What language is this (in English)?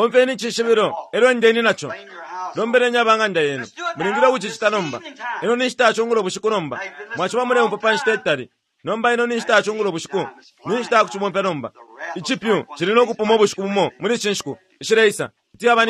Bemba